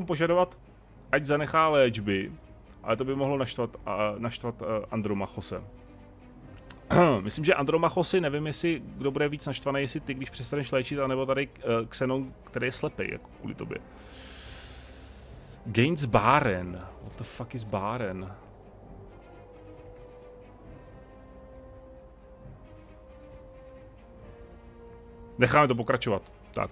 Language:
Czech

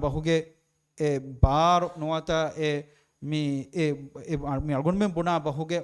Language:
Divehi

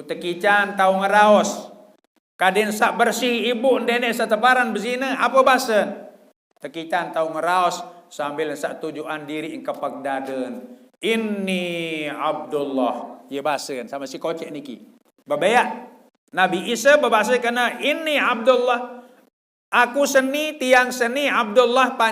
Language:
Sasak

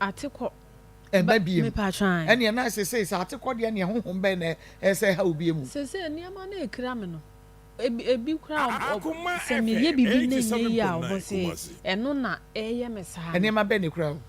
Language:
Akan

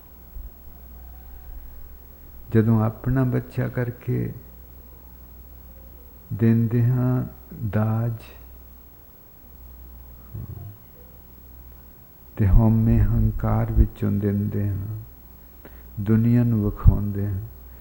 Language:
Punjabi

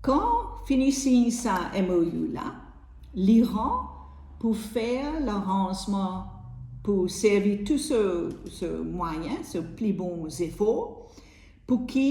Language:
Morisyen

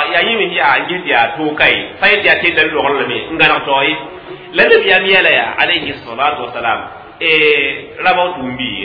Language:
Mossi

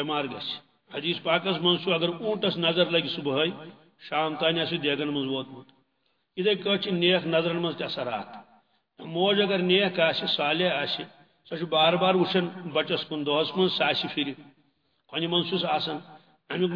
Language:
Kashmiri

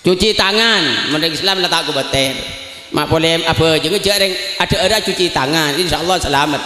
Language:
Madurese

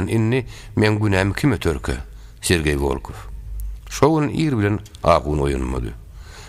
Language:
Turkmen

